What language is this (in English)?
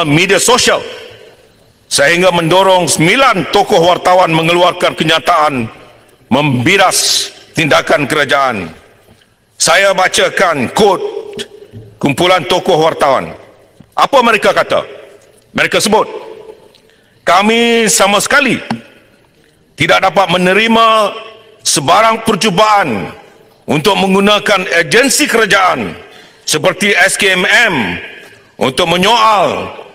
Malay